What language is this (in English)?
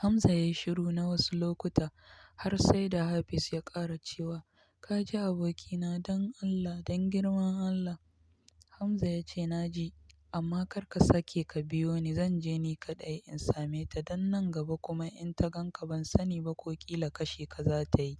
Hausa